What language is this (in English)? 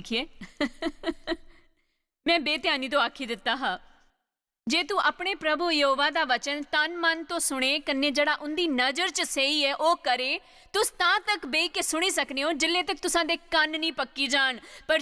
Dogri